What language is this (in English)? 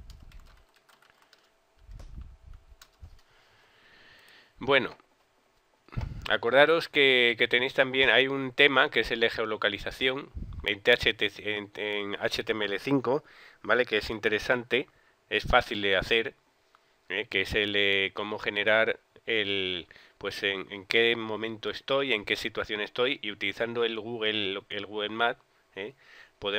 Spanish